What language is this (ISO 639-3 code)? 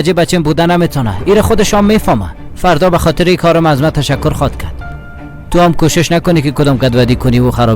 fas